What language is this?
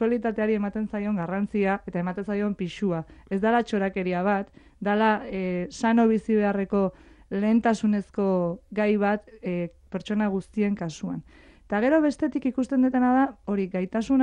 Basque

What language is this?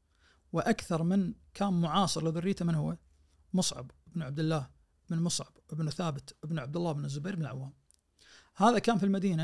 Najdi Arabic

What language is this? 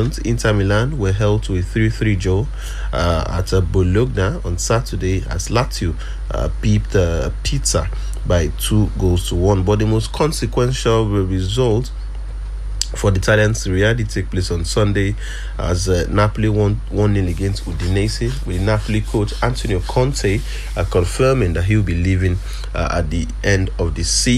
English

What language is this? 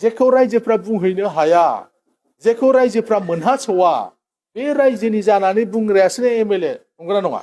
Bodo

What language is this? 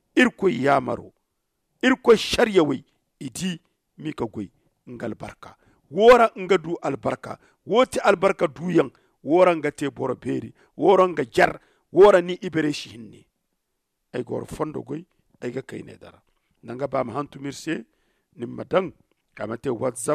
Zarma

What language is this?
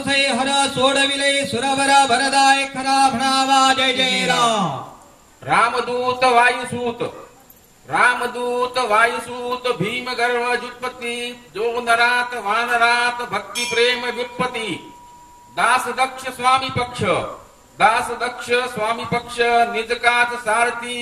Marathi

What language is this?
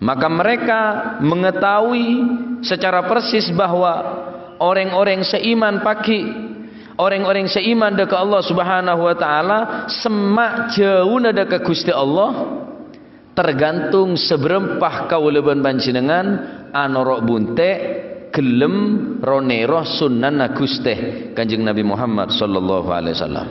Madurese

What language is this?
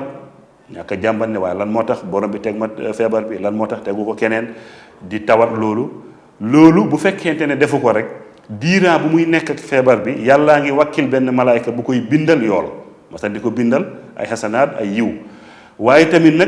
Wolof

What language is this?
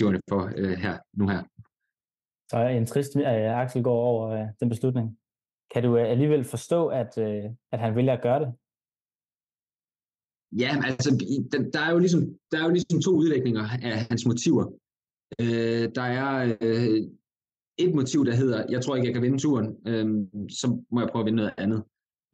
Danish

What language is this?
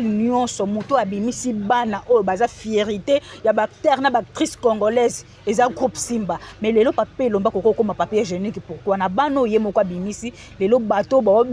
Lingala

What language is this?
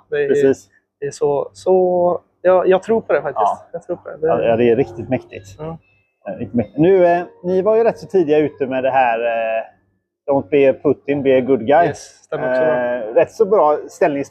Swedish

